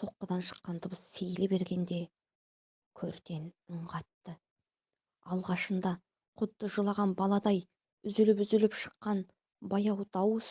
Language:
Kazakh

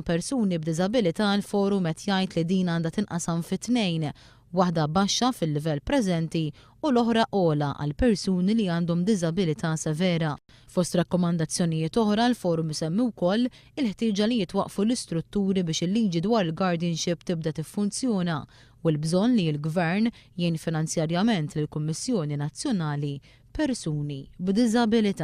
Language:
Maltese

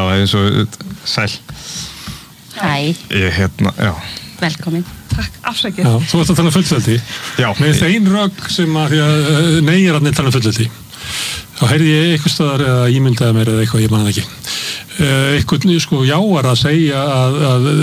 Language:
Icelandic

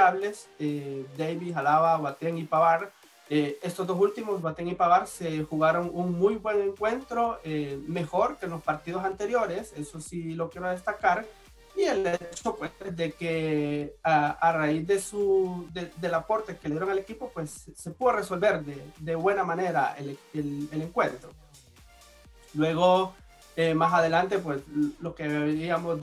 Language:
Spanish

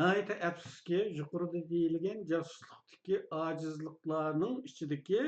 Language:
Uyghur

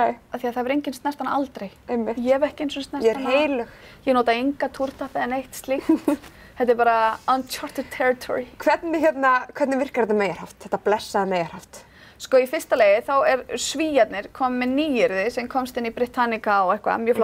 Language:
Icelandic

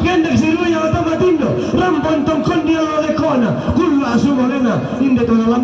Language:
Toraja-Sa'dan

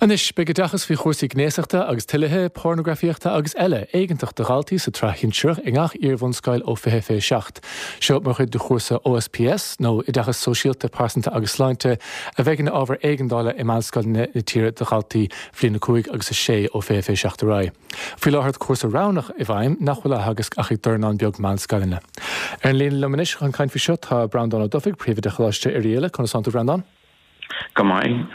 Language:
Irish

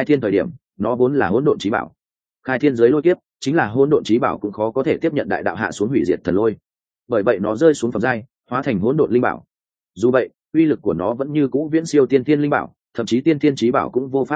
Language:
Vietnamese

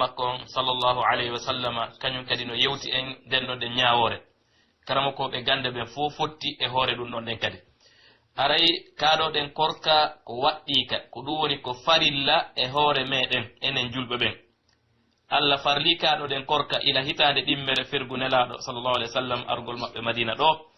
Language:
Pular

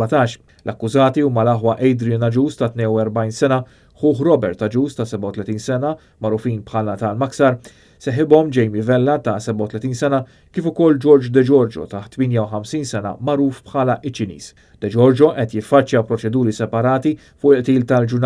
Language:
Maltese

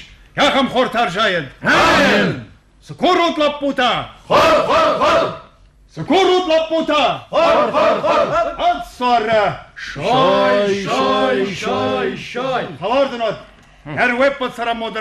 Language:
Ossetic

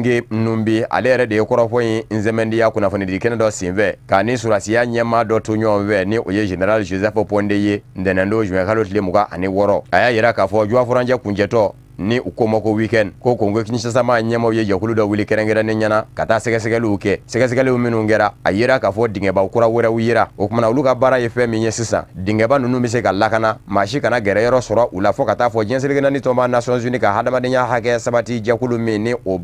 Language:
Bambara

